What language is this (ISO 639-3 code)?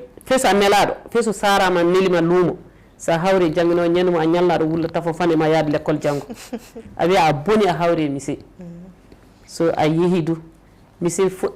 ful